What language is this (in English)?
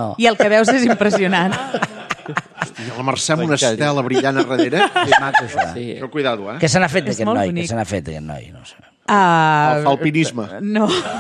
Catalan